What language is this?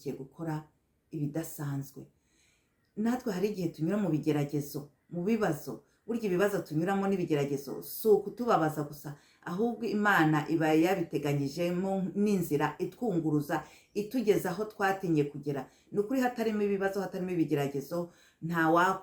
Kinyarwanda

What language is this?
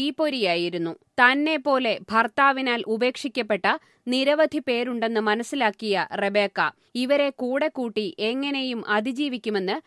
Malayalam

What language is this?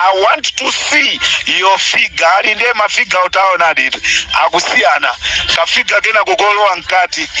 Nyanja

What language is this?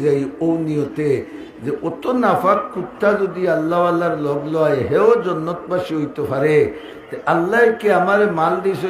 Sylheti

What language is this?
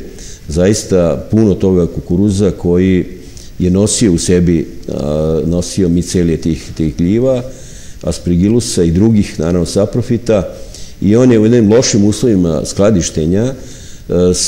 Serbian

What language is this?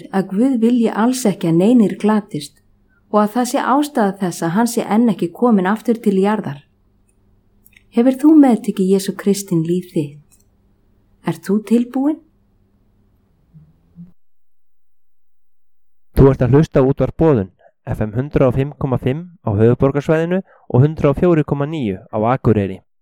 Icelandic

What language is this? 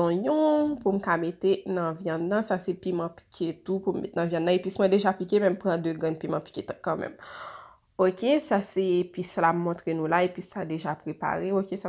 Haitian Creole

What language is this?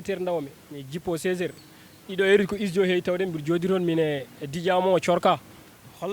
Fula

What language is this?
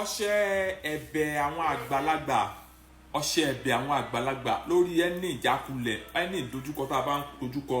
Yoruba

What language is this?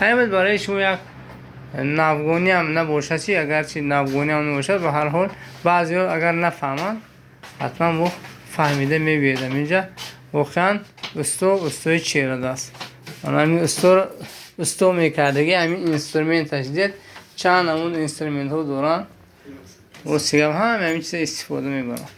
Tajik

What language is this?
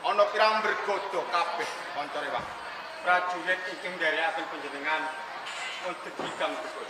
Javanese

